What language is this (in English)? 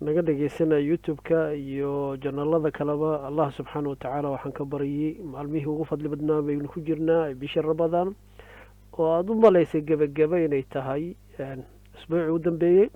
Somali